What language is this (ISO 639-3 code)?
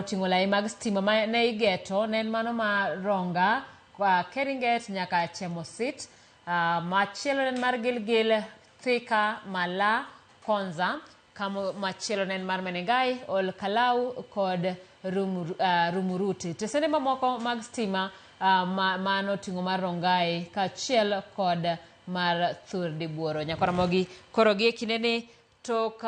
luo